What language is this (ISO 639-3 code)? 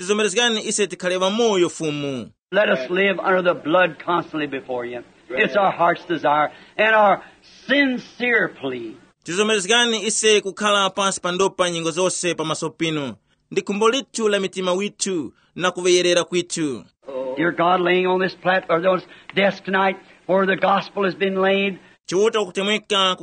tum